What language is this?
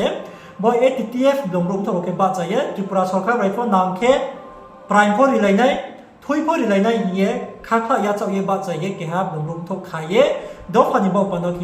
Riang (India)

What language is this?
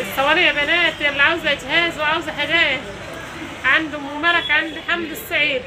Egyptian Arabic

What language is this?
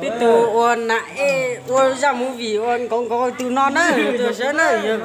Hmong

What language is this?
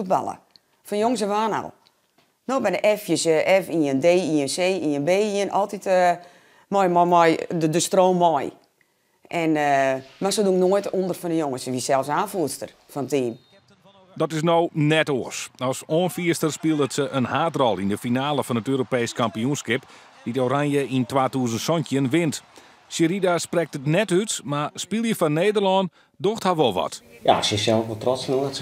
Western Frisian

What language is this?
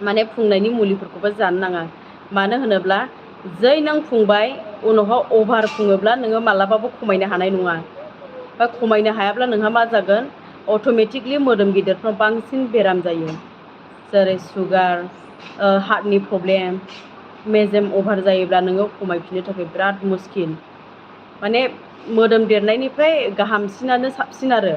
Bodo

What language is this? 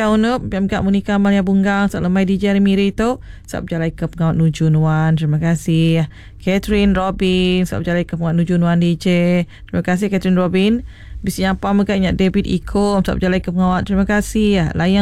Iban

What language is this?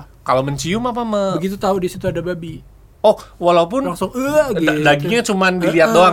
Indonesian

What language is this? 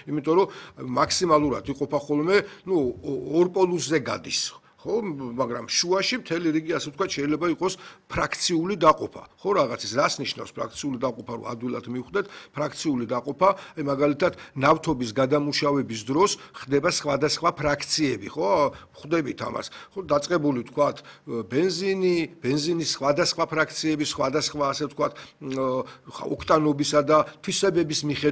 Georgian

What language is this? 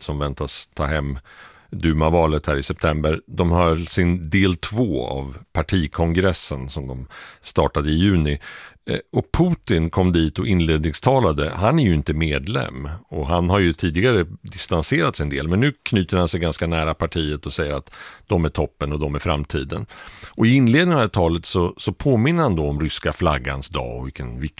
Swedish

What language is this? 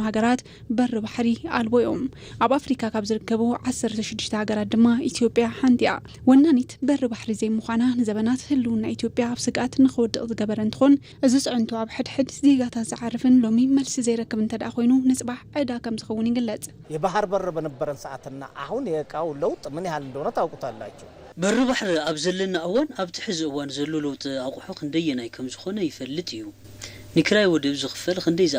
Tigrinya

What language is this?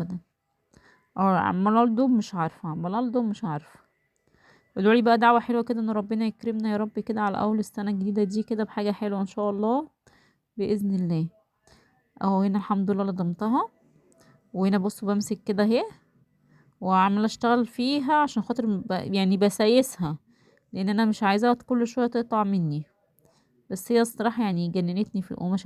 Egyptian Arabic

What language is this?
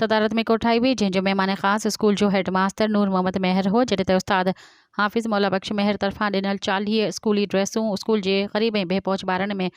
Sindhi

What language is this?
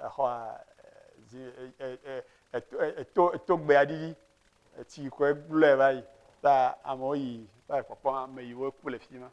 Ewe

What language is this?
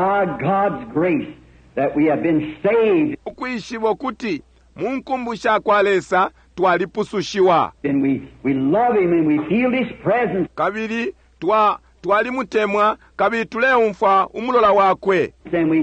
Bemba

